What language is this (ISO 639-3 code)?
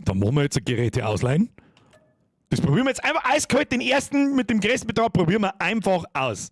bar